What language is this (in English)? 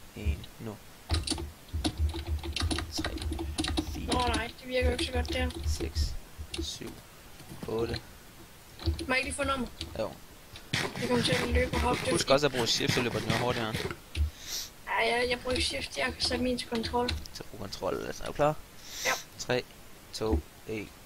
Danish